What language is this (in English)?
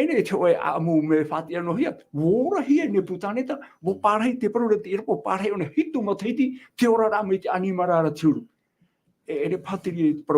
Tahitian